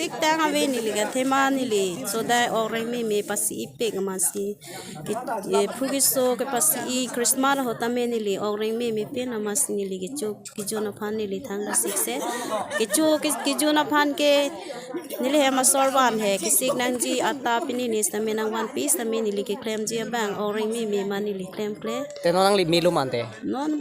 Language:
Karbi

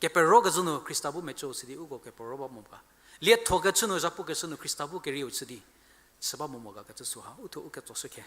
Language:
Angami Naga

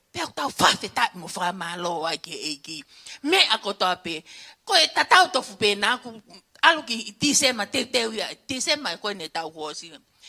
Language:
Tongan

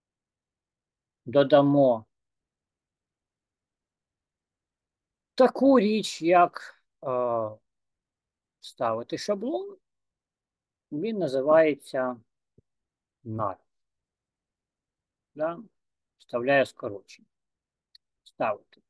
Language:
Ukrainian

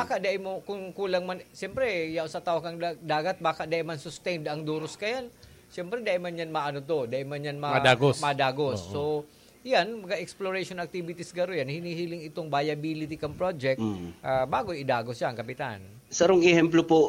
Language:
Bikol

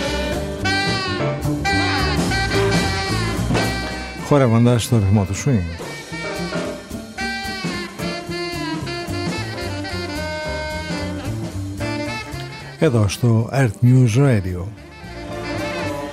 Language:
Greek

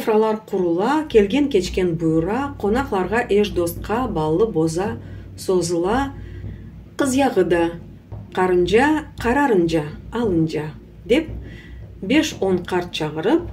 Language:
Crimean Tatar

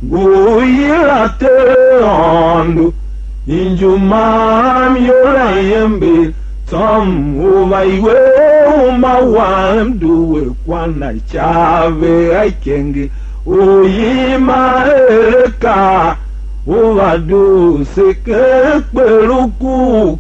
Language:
Tiv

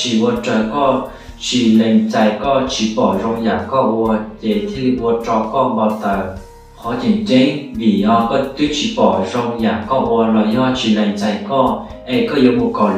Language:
Hmong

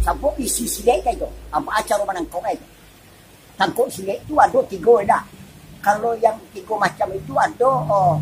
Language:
Minangkabau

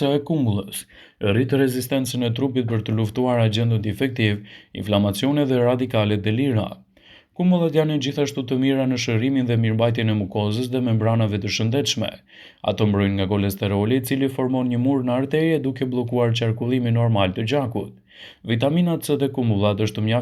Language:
Albanian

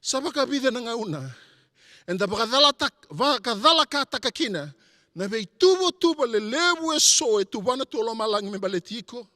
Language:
Fijian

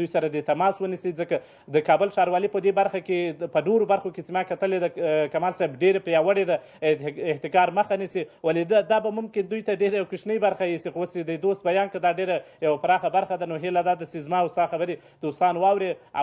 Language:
Pashto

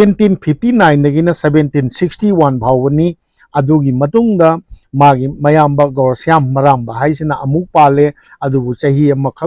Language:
Manipuri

